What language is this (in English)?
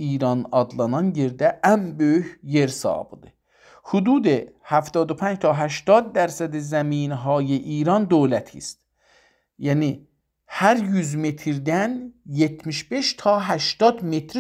South Azerbaijani